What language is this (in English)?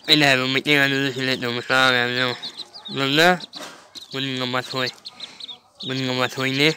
Manipuri